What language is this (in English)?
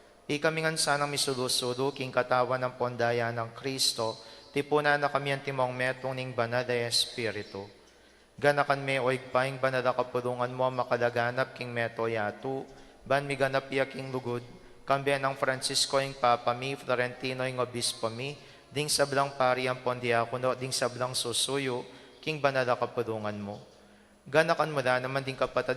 Pampanga